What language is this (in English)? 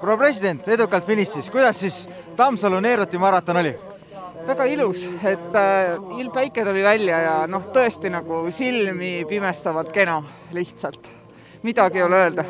Estonian